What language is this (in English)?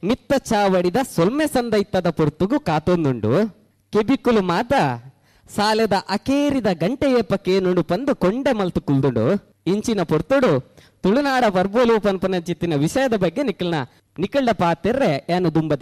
Tulu